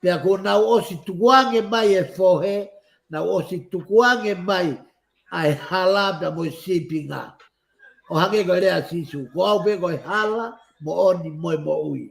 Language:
Tongan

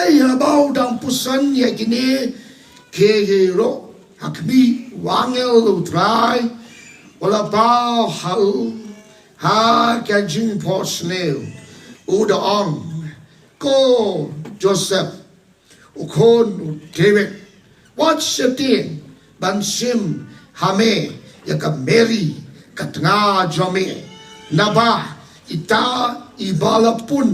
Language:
Khasi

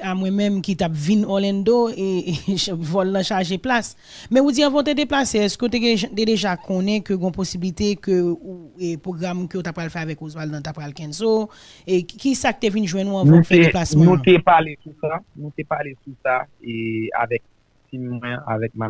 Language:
Haitian Creole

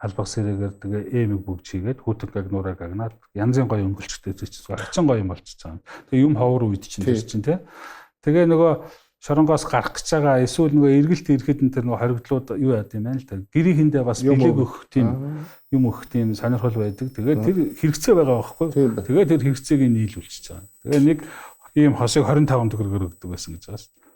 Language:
Mongolian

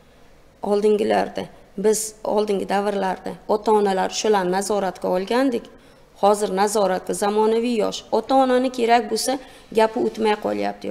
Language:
Uzbek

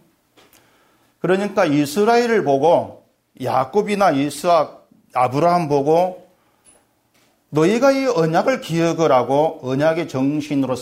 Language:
Korean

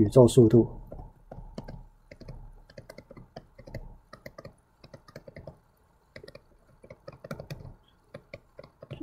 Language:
Chinese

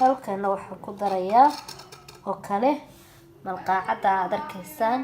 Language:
Somali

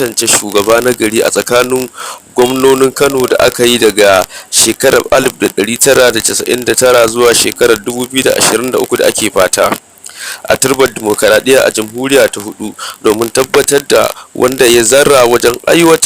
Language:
Hausa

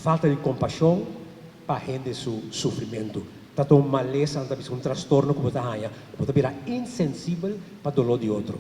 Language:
Papiamento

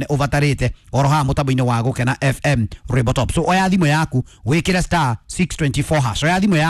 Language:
Kikuyu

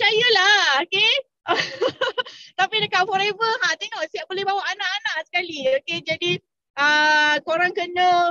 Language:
Malay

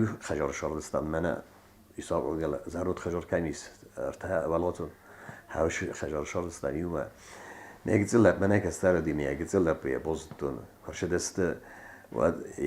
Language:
Ossetic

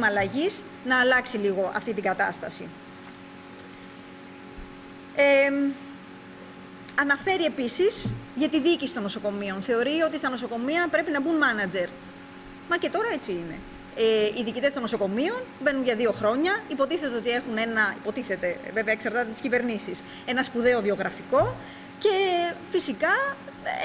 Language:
Greek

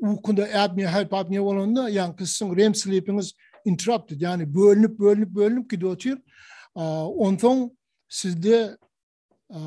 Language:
Turkmen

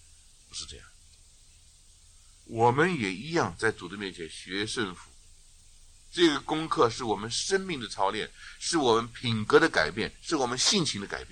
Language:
Chinese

